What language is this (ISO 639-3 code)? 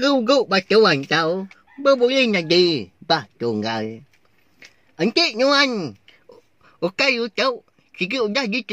iba